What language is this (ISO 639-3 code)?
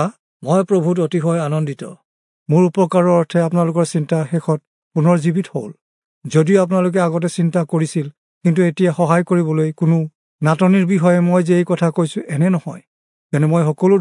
asm